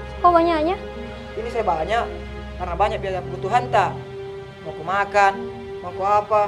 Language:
Makassar Malay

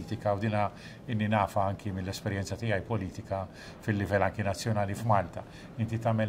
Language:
Maltese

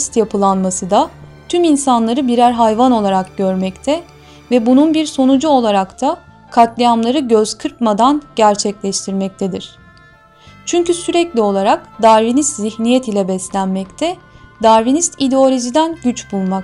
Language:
Turkish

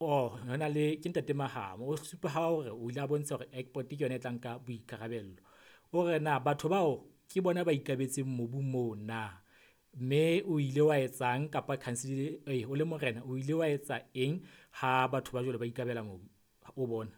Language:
Southern Sotho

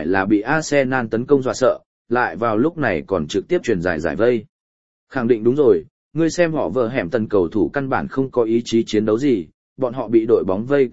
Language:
Vietnamese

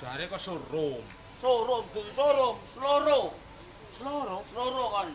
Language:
Javanese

